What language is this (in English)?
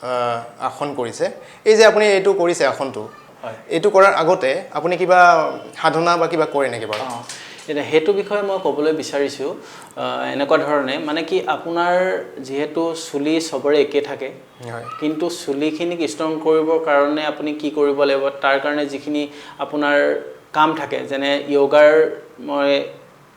Assamese